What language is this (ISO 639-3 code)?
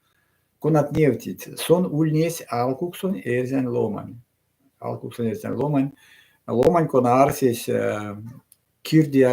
myv